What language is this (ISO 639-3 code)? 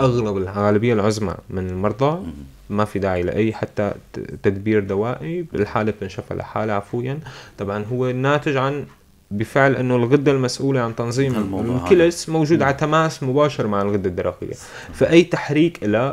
apc